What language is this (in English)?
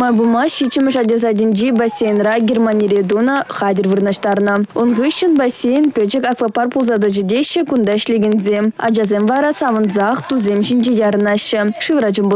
Chuvash